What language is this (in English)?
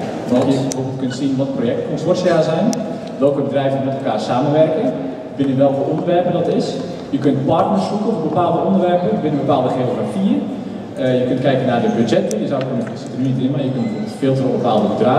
Dutch